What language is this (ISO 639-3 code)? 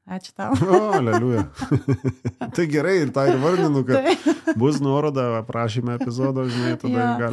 lit